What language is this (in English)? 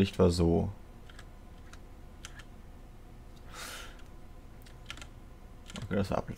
German